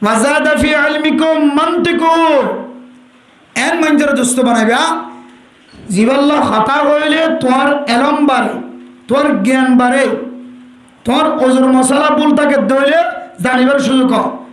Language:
Rohingya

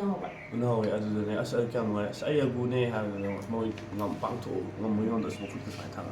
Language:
Manipuri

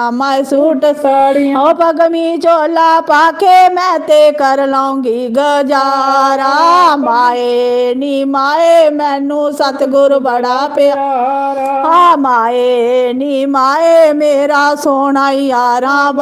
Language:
Dogri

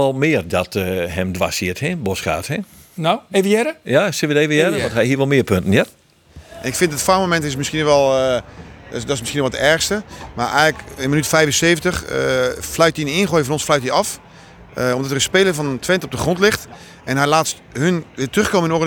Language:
Western Frisian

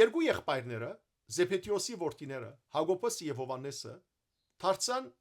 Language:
Western Armenian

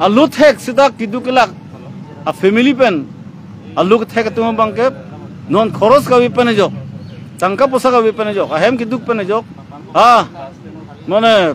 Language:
Karbi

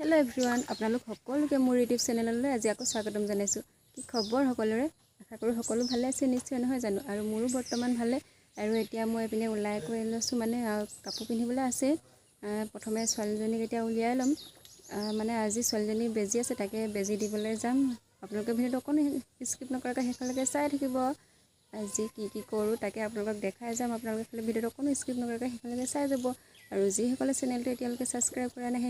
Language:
Assamese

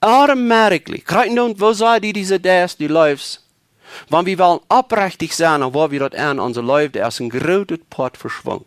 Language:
Plautdietsch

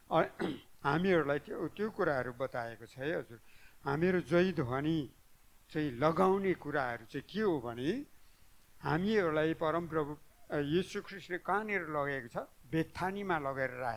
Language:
Nepali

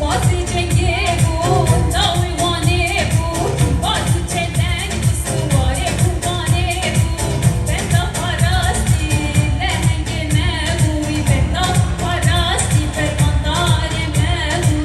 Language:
Kurdish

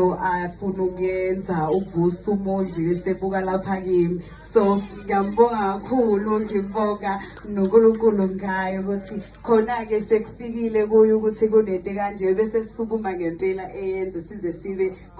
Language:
Zulu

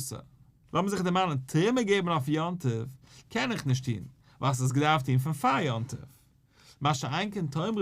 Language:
Yiddish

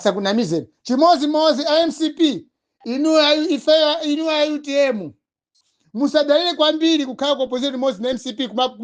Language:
Nyanja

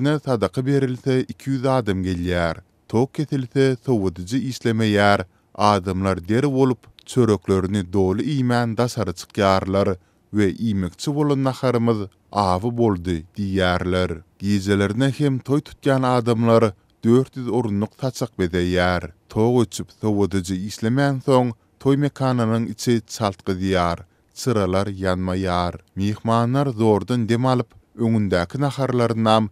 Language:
Turkmen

